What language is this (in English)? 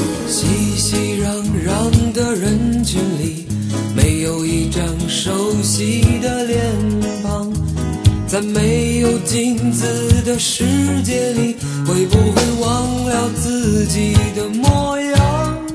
Chinese